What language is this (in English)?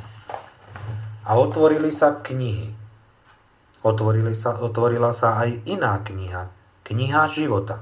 Slovak